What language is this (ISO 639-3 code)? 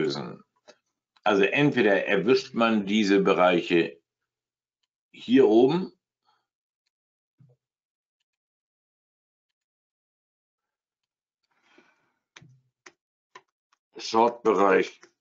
deu